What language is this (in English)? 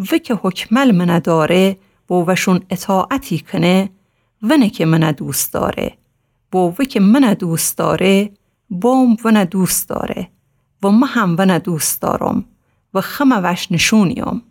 Gilaki